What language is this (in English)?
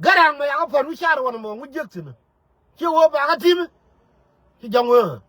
Nuer